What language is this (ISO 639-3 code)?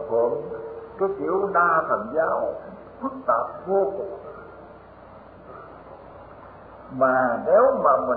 vie